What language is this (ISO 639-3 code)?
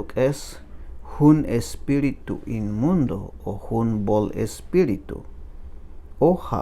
tzh